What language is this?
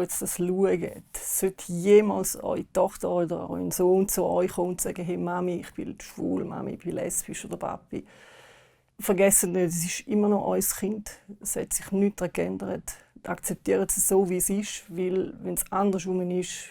Swiss German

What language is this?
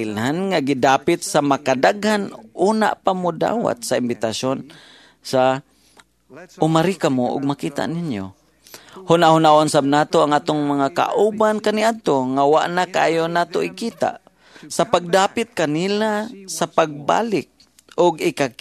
Cebuano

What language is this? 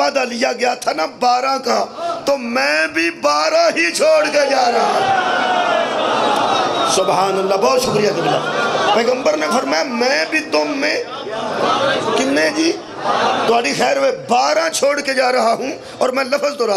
Urdu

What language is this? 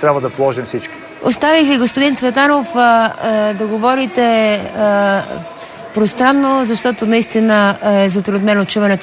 Bulgarian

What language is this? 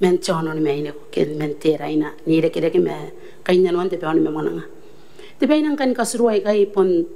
Gilbertese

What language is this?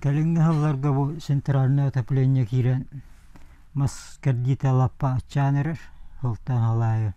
Yakut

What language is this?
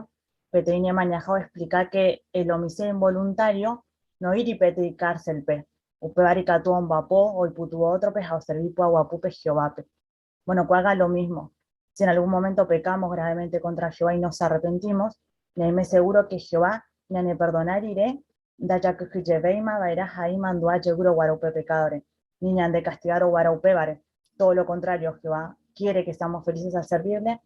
Guarani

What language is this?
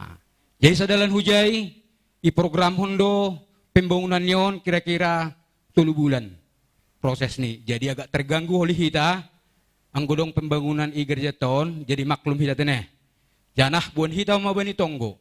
Batak Simalungun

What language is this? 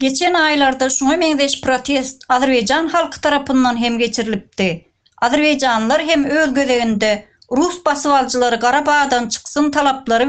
Turkmen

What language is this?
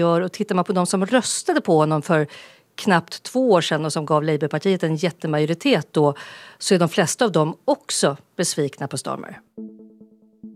Swedish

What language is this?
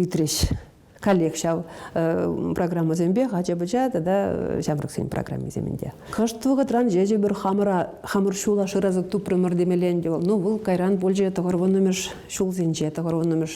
Chuvash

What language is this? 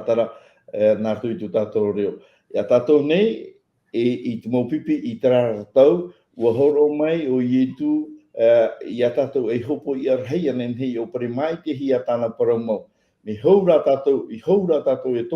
Tahitian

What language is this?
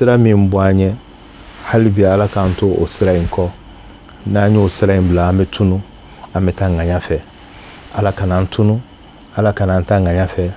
Bambara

